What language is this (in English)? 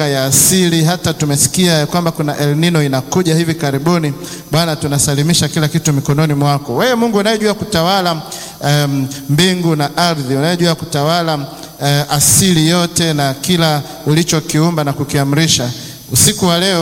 Swahili